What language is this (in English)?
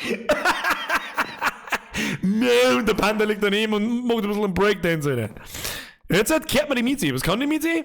Bavarian